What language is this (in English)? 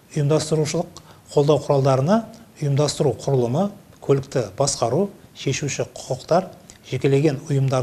Kazakh